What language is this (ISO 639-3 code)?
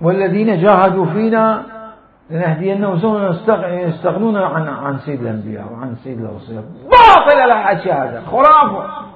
acm